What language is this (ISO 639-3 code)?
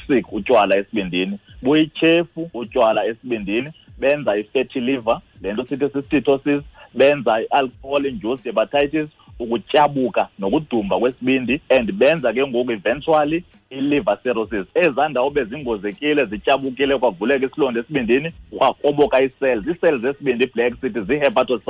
xho